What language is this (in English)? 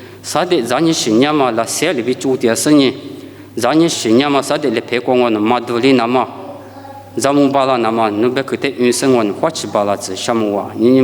Lisu